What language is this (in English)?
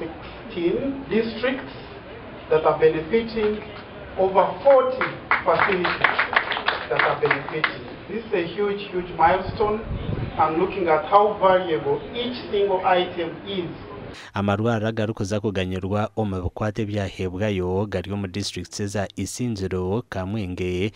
Nyankole